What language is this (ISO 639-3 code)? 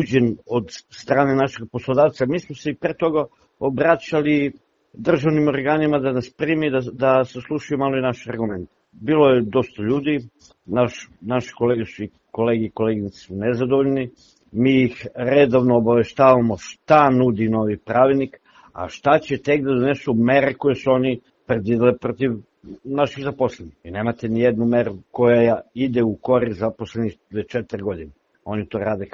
srp